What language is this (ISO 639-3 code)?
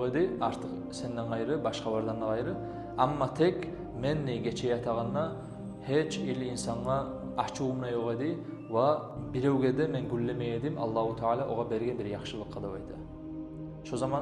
kum